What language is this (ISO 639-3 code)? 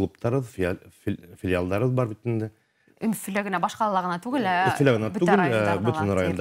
bak